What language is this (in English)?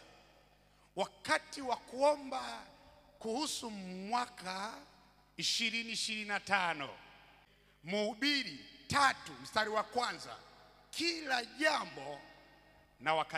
Swahili